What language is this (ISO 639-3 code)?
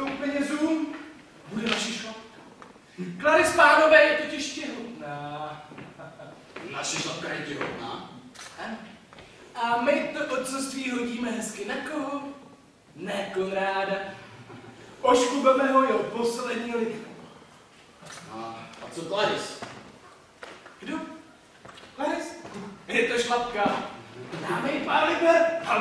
ces